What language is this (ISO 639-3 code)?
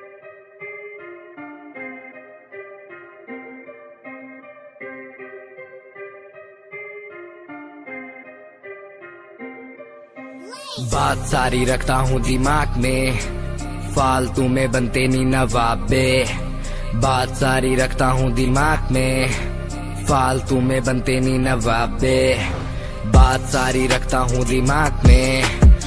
ben